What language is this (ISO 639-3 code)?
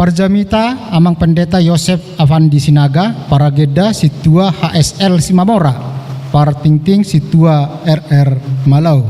bbc